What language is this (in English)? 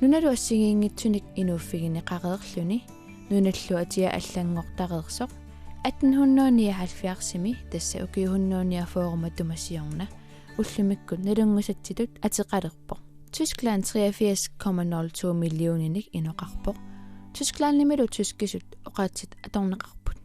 Kalaallisut